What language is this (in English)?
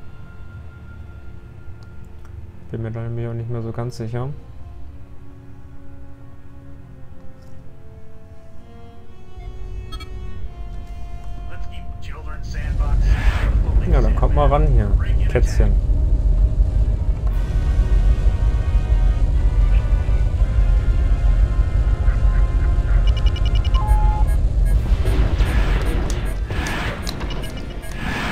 German